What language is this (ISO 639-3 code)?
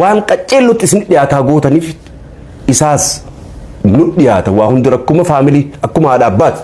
orm